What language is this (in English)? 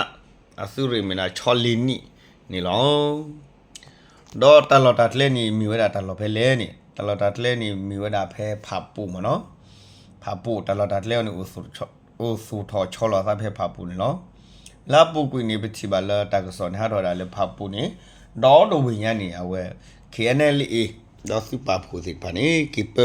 S'gaw Karen